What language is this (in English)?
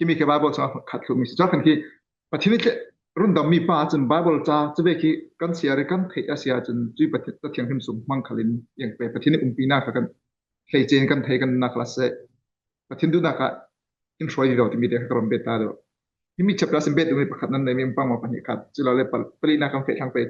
Falam Chin